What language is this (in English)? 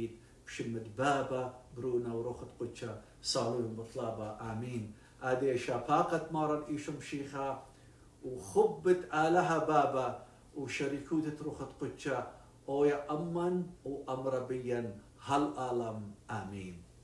Assyrian Neo-Aramaic